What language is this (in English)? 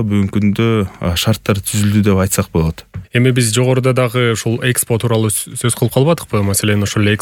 Kyrgyz